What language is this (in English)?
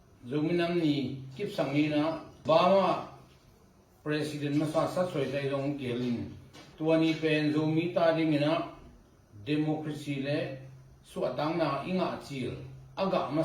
Tedim Chin